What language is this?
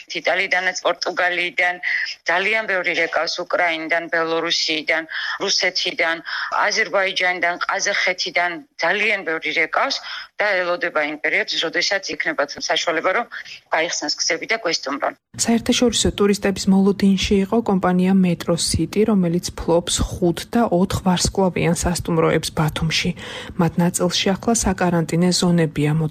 Georgian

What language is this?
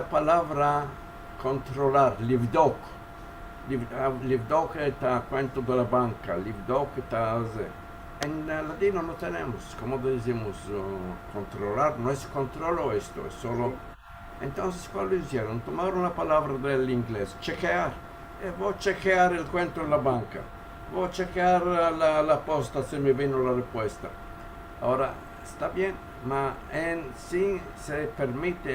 Ladino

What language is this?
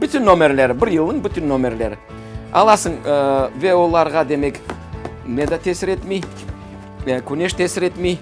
Crimean Tatar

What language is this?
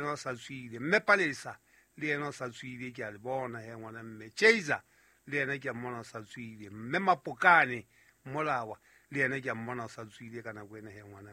Southern Sotho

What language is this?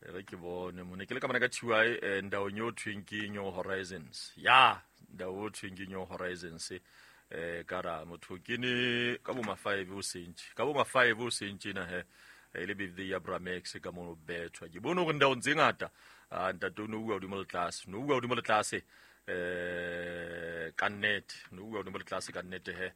Southern Sotho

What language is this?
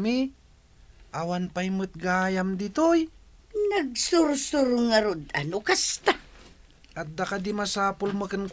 Iloko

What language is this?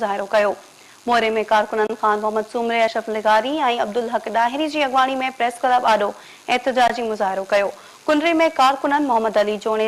Sindhi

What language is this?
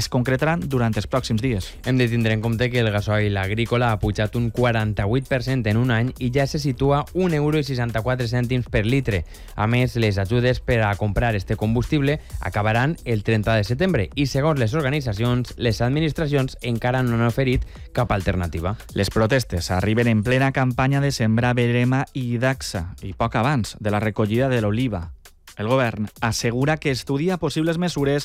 Catalan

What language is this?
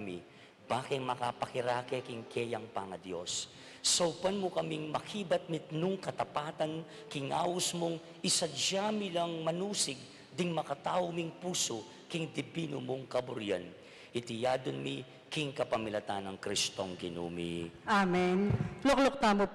Pampanga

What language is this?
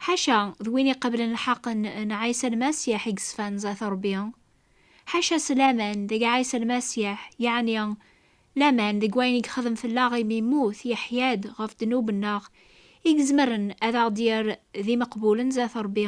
Kabyle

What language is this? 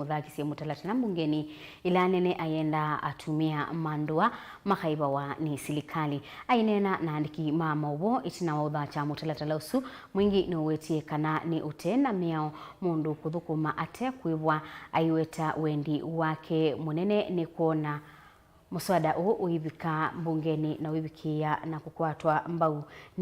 Kamba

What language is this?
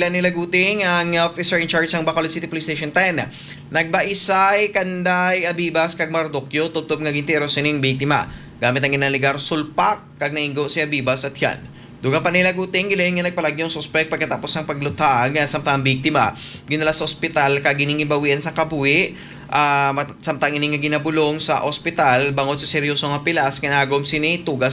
Hiligaynon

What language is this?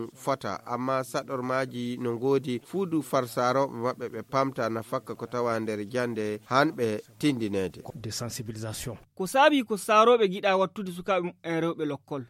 Fula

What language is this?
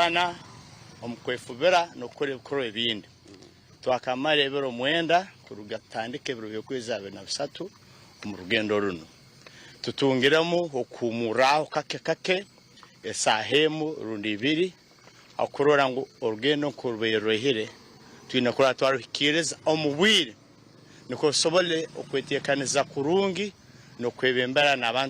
Nyankole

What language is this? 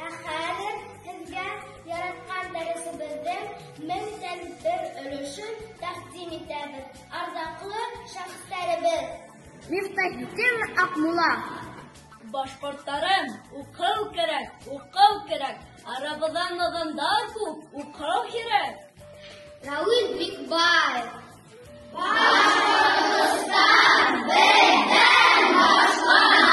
Bashkir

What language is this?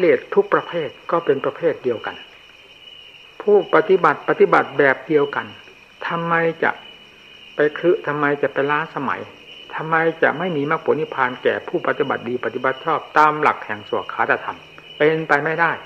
Thai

